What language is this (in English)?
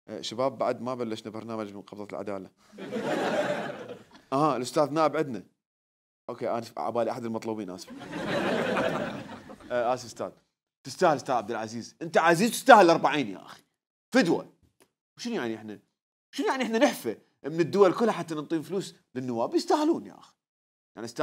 Mesopotamian Arabic